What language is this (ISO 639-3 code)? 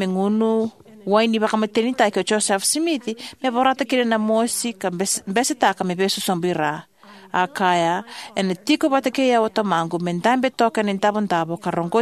fij